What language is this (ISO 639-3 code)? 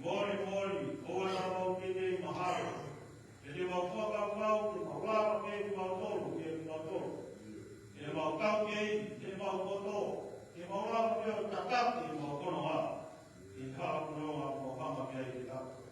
ton